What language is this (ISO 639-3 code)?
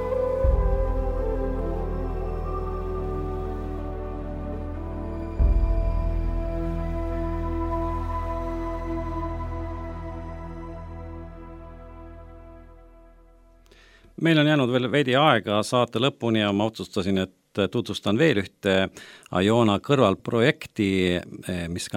est